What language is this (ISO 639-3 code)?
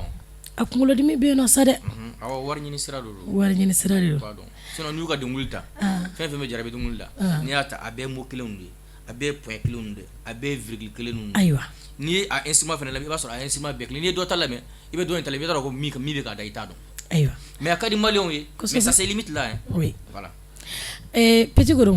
bam